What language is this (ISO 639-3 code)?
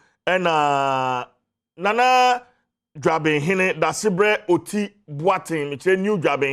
aka